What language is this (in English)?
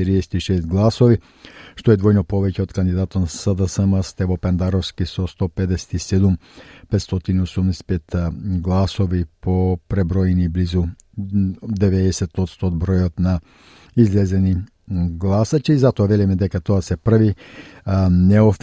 Macedonian